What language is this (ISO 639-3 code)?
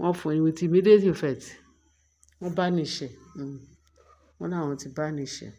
yor